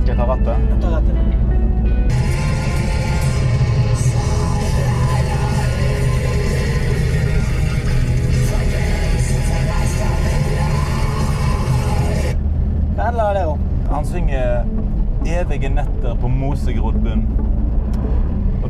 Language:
Norwegian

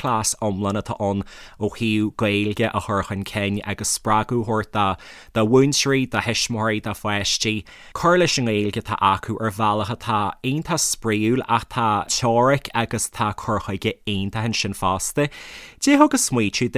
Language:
Irish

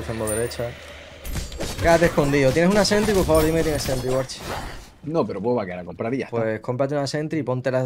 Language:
Spanish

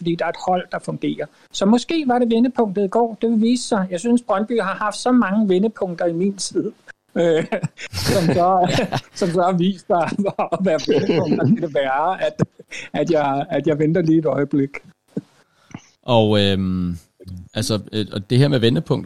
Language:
Danish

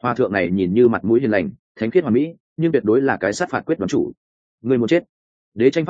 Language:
Vietnamese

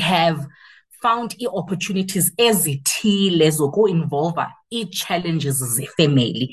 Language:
Xhosa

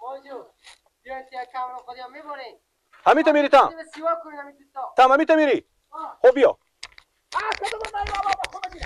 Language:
Persian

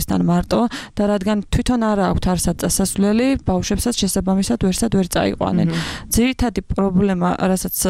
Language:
Georgian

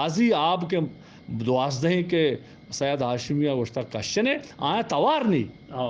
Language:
Eastern Balochi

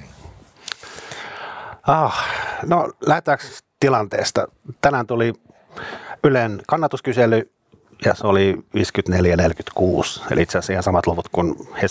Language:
Finnish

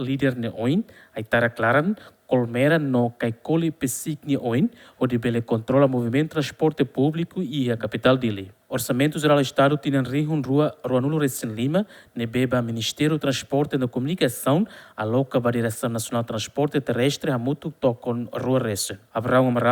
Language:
Tetum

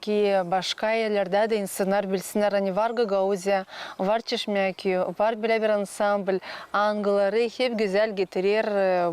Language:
Gagauz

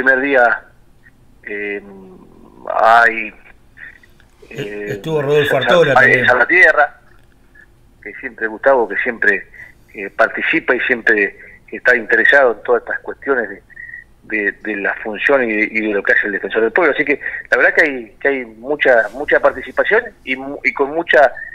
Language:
Spanish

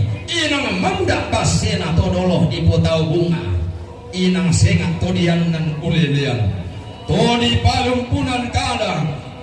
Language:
Toraja-Sa'dan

